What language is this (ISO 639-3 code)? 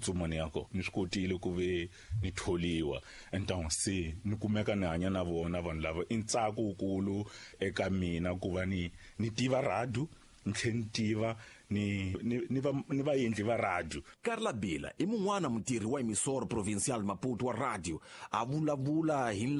tso